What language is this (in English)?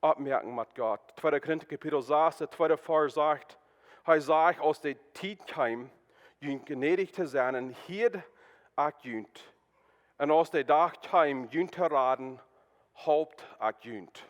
Plautdietsch